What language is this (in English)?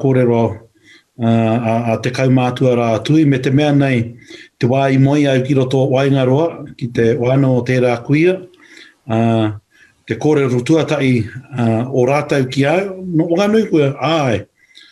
Māori